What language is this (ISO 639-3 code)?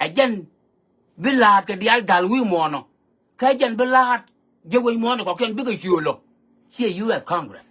nus